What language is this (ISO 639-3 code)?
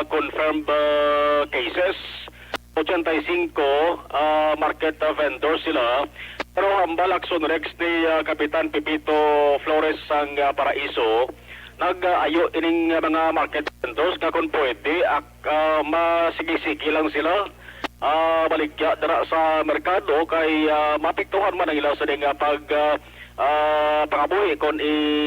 hil